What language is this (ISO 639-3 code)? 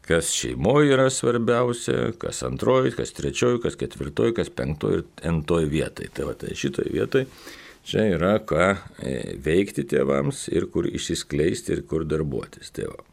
lit